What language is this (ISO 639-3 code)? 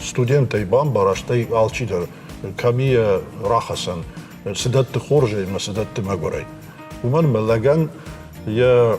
oss